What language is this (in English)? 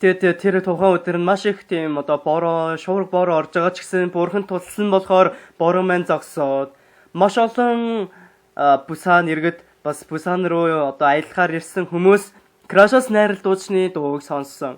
Mongolian